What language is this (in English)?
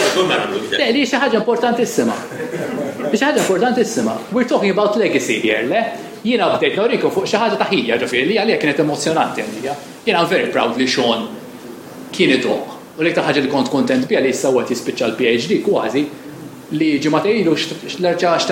Maltese